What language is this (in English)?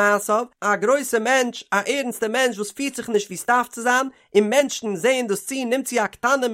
Yiddish